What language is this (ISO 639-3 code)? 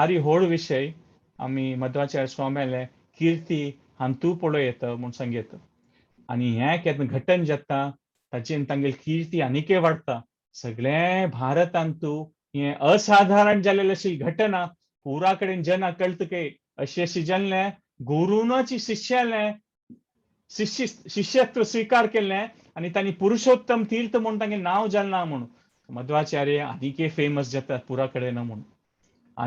kok